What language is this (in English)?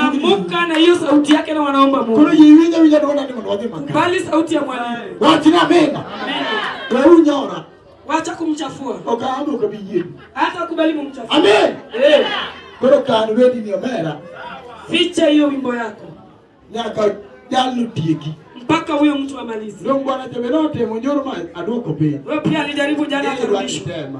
Luo (Kenya and Tanzania)